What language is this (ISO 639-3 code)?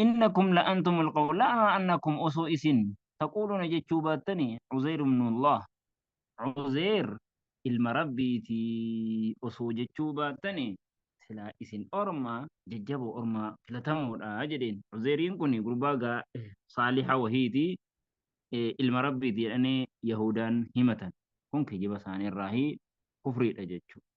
orm